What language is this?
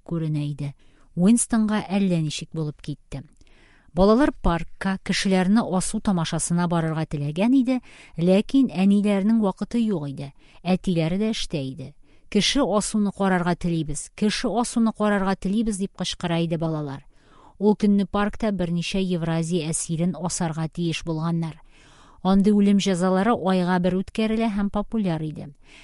Tatar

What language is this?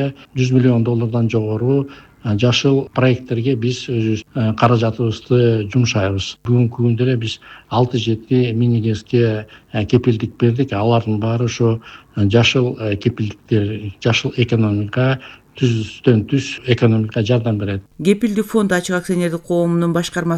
Kyrgyz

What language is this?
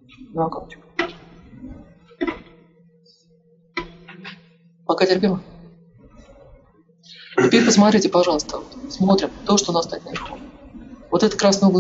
Russian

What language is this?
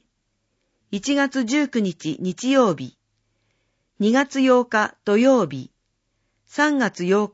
Japanese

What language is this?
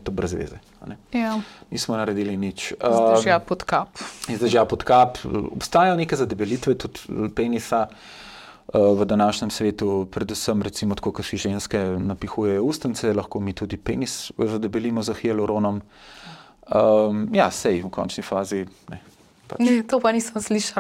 Slovenian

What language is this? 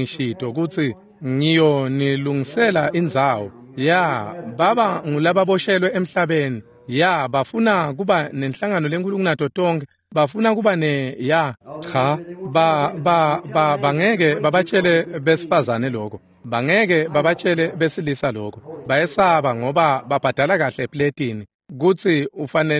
Swati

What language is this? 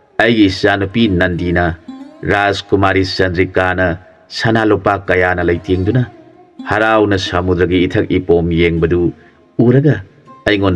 Manipuri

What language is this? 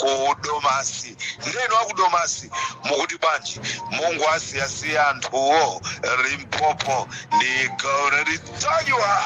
Nyanja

